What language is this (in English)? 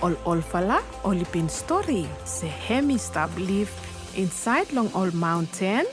Bislama